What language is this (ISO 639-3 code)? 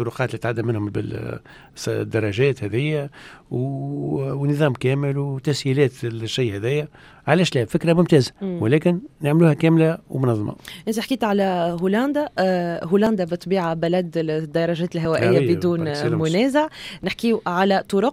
aeb